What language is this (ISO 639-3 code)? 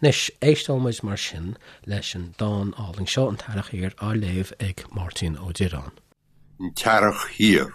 gle